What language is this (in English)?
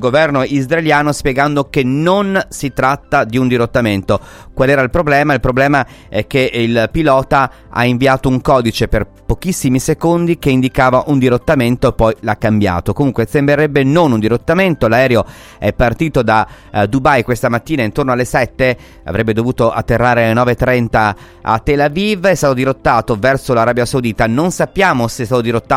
Italian